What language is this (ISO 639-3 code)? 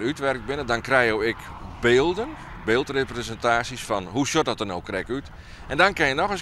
fry